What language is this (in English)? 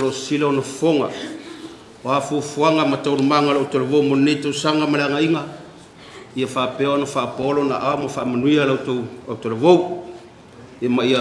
Samoan